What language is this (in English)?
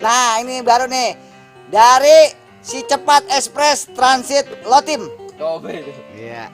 Betawi